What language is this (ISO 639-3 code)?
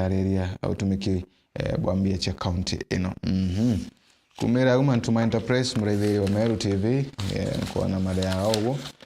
mer